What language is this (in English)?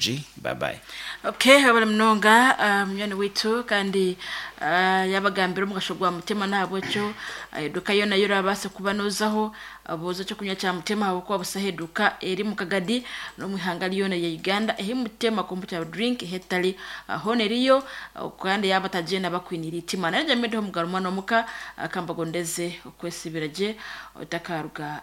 Nyankole